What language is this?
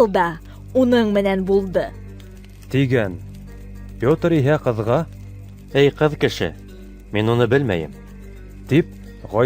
Bashkir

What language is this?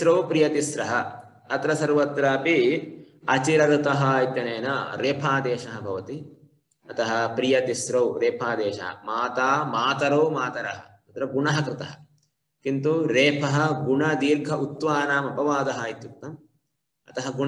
Sanskrit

